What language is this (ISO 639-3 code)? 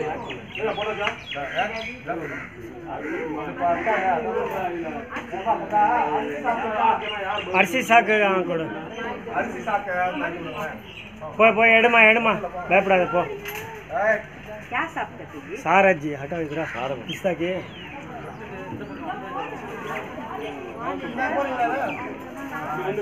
tam